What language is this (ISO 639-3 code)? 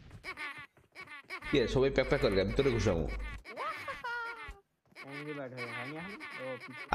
ben